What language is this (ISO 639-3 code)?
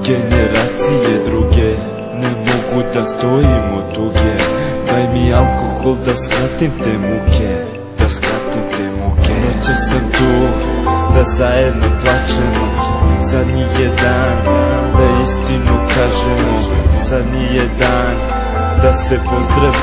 srp